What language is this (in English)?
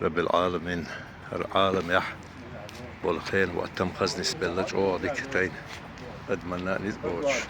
Chechen